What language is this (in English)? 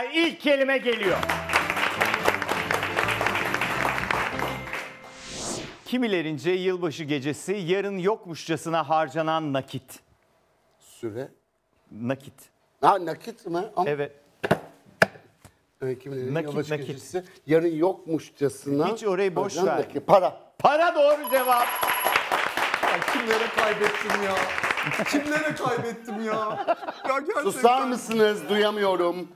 Turkish